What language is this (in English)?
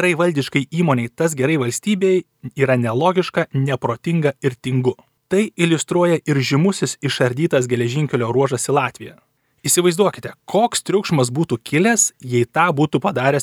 Lithuanian